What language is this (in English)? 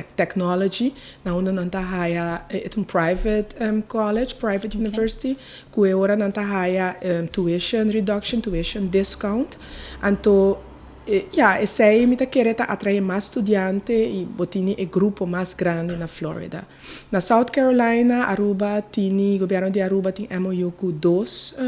Papiamento